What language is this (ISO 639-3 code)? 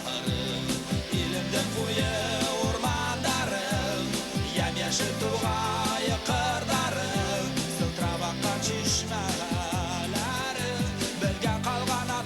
bak